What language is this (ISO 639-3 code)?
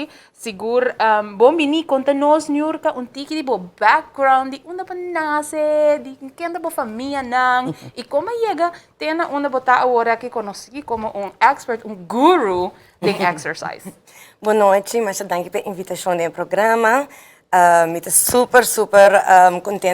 pap